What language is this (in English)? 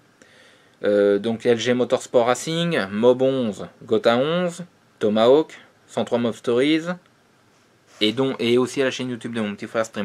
French